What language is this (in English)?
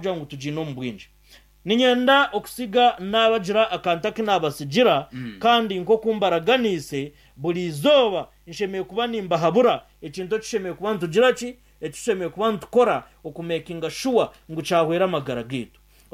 Nyankole